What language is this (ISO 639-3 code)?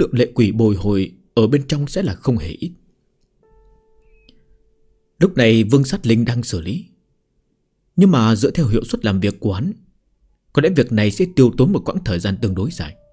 vie